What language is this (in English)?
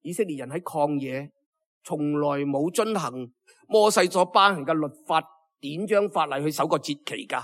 Cantonese